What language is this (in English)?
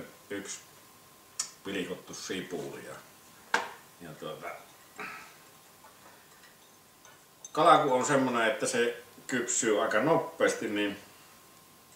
Finnish